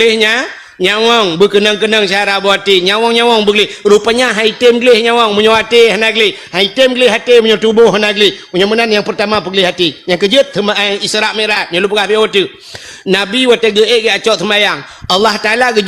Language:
Achinese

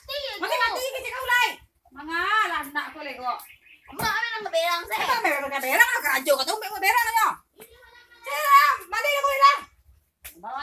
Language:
Minangkabau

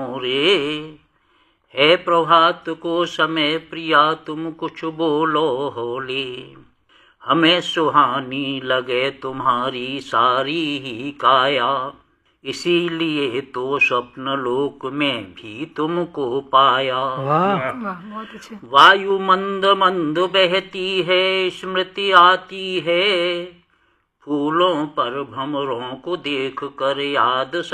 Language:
Hindi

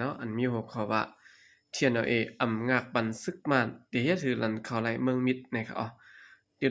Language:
Shan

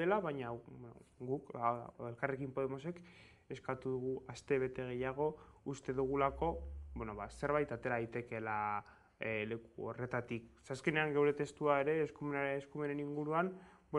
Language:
Basque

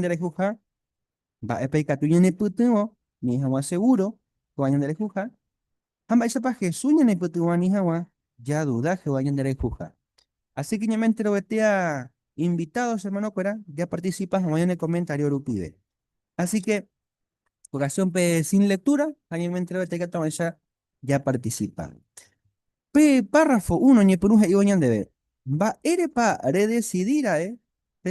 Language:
Guarani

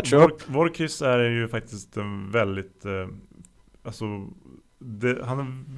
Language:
Swedish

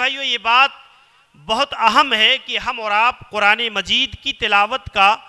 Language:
Urdu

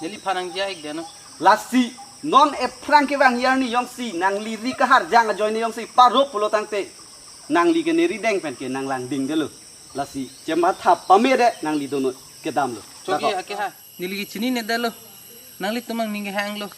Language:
Karbi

